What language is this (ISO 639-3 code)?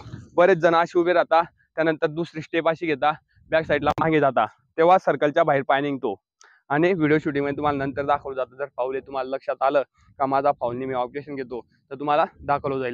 mar